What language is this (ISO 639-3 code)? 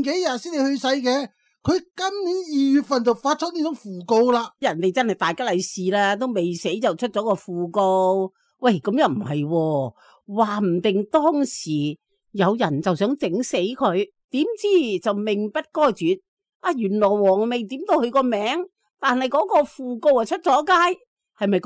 yue